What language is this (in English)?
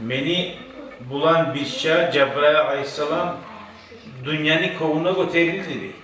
Kumyk